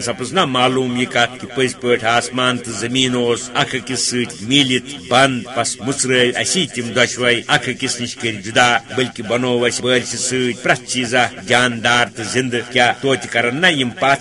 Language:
Kashmiri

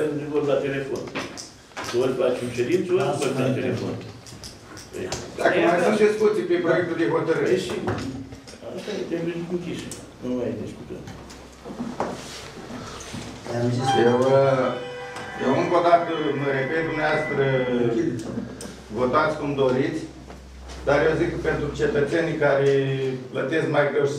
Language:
Romanian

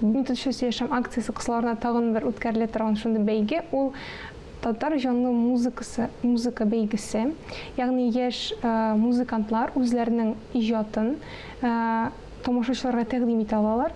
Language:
Tatar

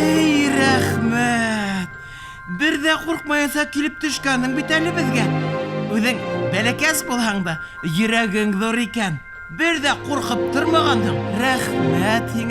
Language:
Bashkir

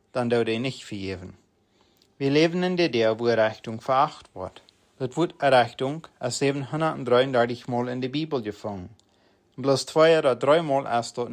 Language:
Plautdietsch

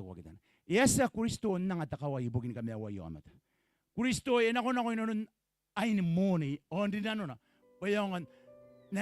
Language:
Gilbertese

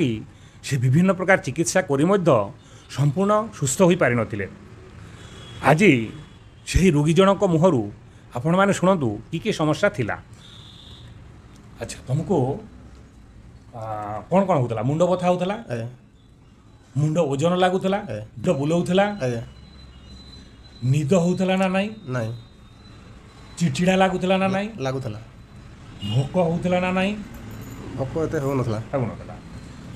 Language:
Odia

